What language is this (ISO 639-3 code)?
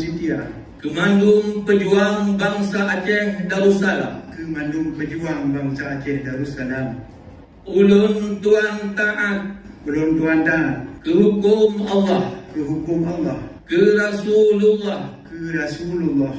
ace